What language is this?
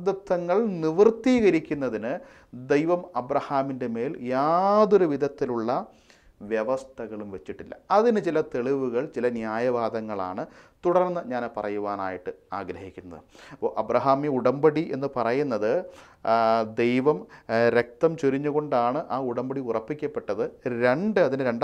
Malayalam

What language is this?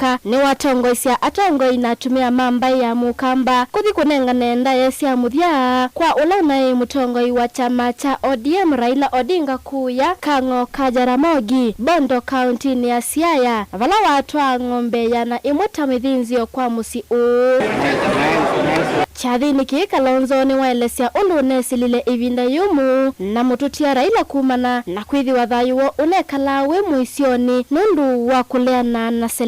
Kamba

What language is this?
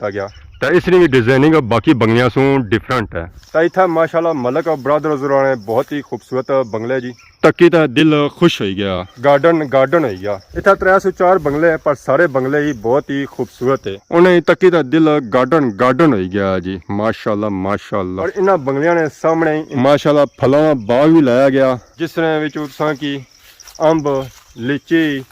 Pahari-Potwari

